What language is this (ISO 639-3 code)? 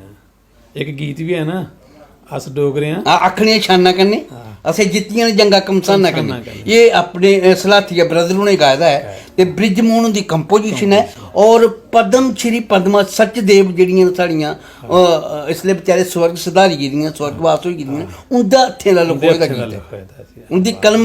doi